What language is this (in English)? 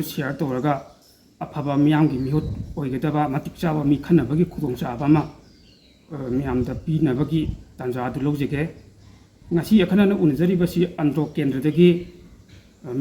Manipuri